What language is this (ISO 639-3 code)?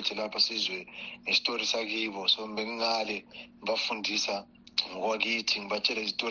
nde